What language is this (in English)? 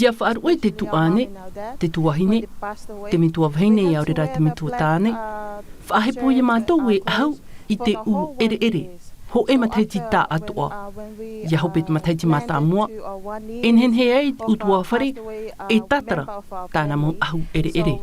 Tahitian